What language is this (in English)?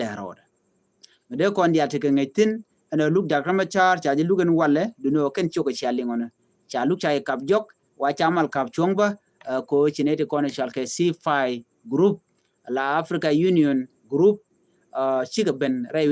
Nuer